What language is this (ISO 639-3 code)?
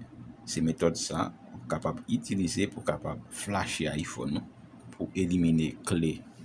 hat